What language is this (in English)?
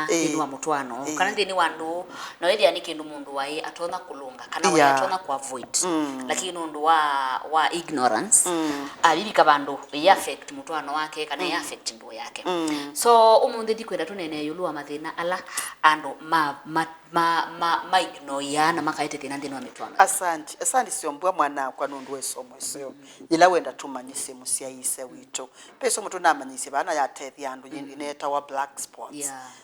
Kamba